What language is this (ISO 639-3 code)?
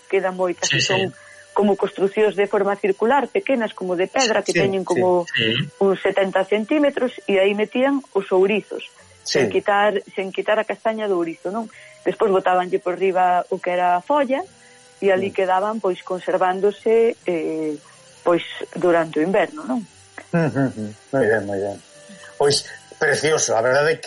glg